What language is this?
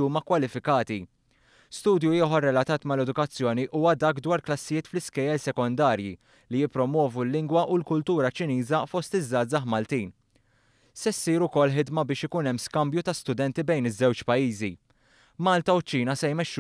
Maltese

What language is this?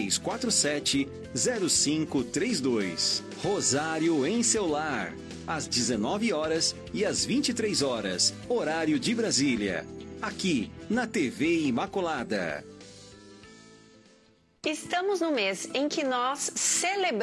Portuguese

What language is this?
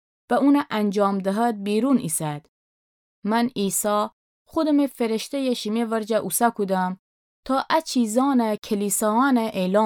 Gilaki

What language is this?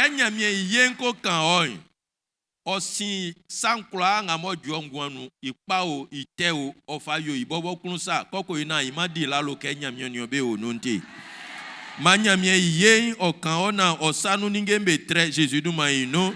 Baoulé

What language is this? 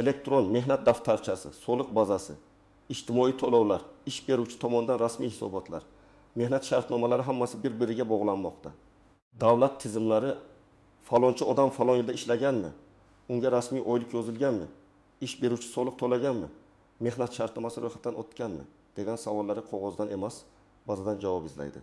Uzbek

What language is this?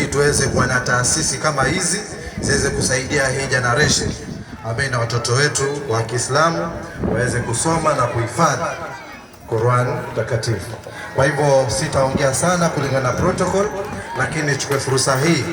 Swahili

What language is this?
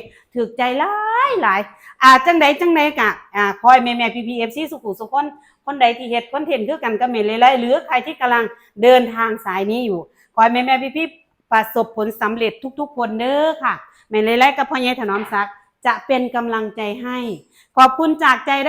Northeastern Thai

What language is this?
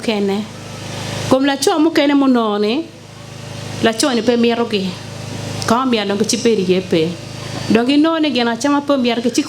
Acoli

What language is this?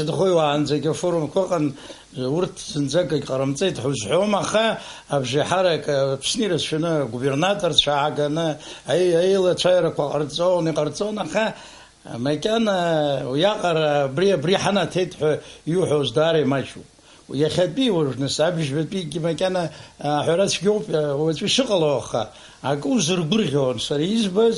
Abkhazian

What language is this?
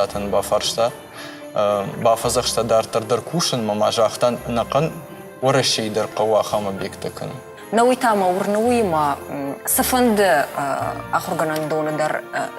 Ossetic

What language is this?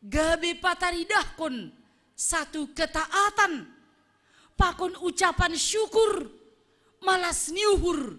Batak Simalungun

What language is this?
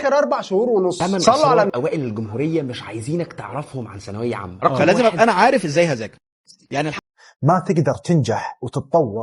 Egyptian Arabic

